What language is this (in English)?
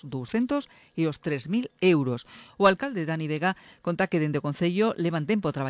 Galician